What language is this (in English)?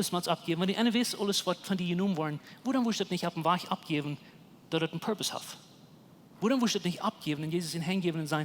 Plautdietsch